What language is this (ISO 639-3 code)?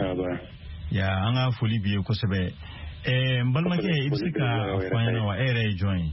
bam